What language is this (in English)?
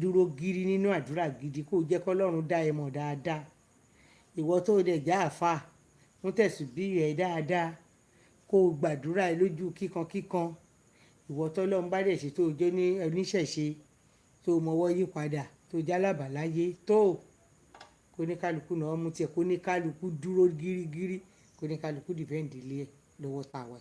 Yoruba